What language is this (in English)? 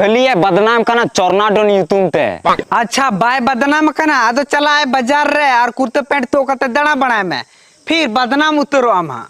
Santali